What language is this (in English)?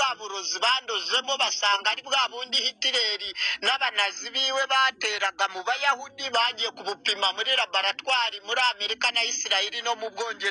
Kinyarwanda